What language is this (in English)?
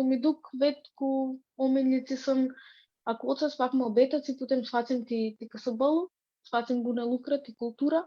Aromanian